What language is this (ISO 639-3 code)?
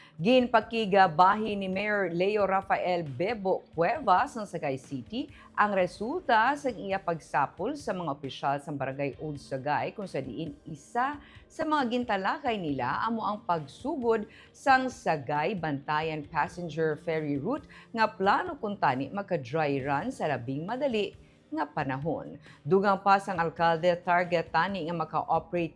hil